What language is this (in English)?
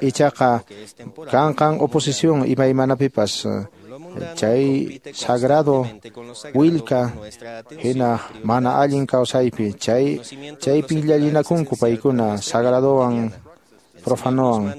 Quechua